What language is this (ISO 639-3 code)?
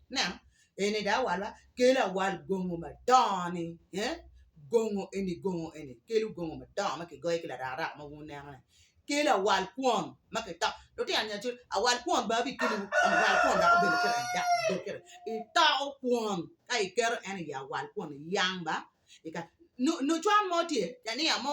ach